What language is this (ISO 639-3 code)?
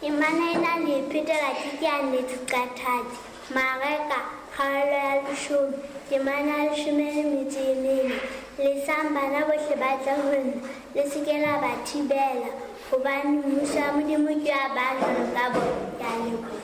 sot